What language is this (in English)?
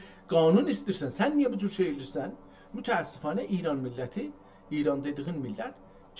South Azerbaijani